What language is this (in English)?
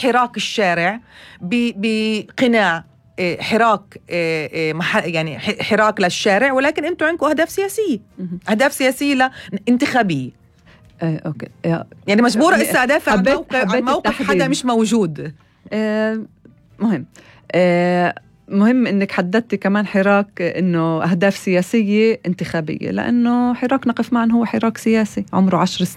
North Levantine Arabic